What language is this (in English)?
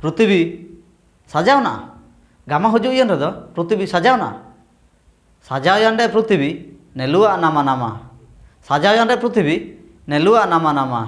Ho